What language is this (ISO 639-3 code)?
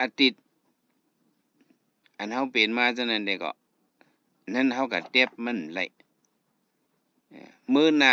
shn